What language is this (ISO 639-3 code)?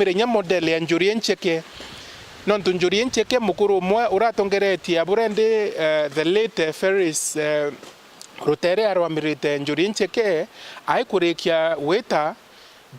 mer